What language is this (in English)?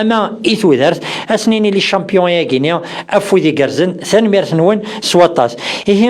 Kabyle